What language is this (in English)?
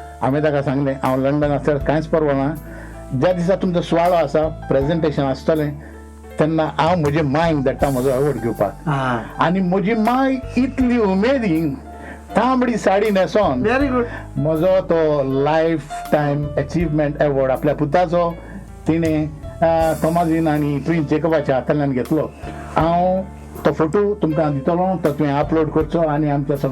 Konkani